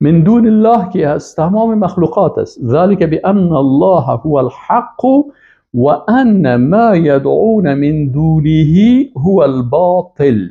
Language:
Persian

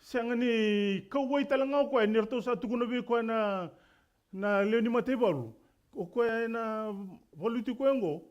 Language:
Fijian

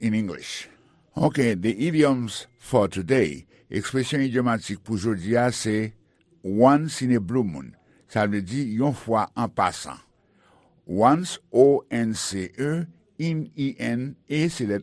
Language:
Haitian Creole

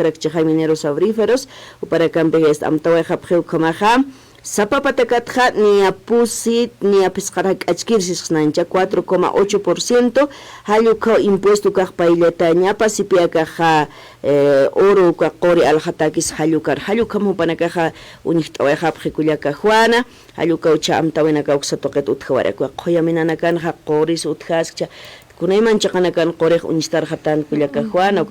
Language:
Aymara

